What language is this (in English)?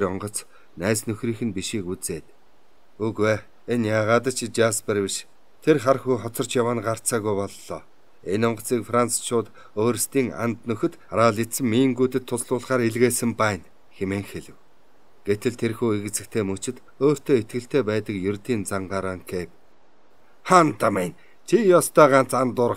Mongolian